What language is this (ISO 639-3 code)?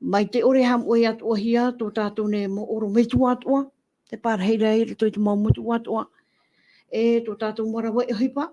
tah